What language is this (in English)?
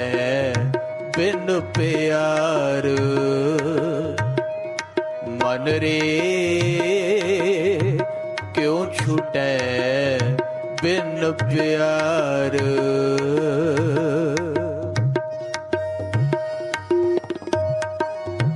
Punjabi